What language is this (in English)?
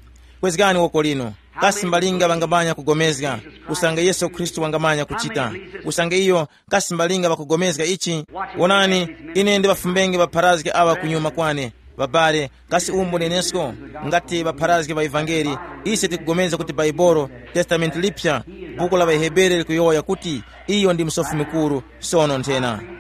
Tumbuka